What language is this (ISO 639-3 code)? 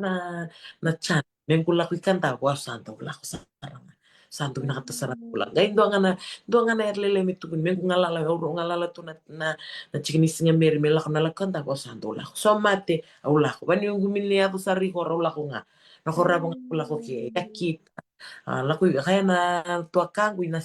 fij